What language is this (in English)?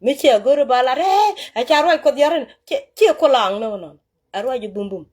Nuer